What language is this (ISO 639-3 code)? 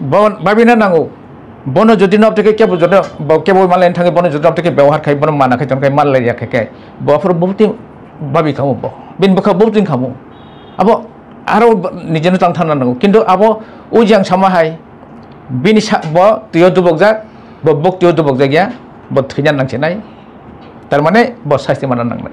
trp